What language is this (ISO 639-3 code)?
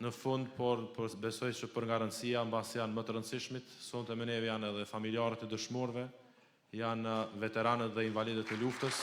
sqi